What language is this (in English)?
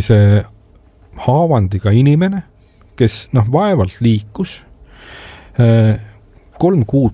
Estonian